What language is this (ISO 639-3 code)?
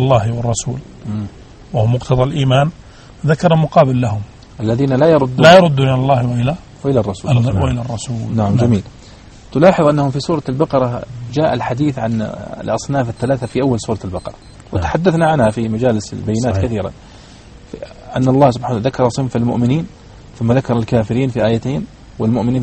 ara